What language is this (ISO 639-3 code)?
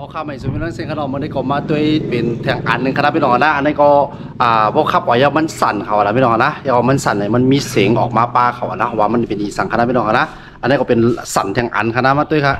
shn